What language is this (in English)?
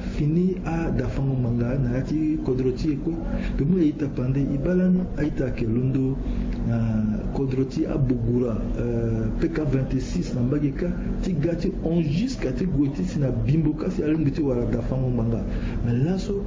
Sango